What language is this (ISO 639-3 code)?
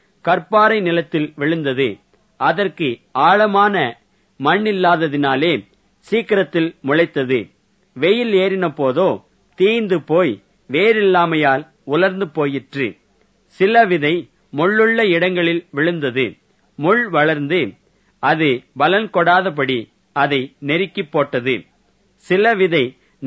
tam